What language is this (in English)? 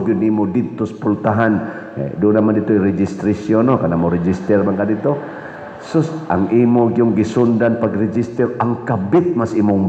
Cebuano